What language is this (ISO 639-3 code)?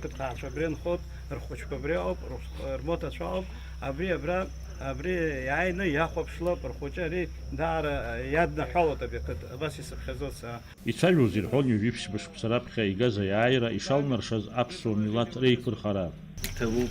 abk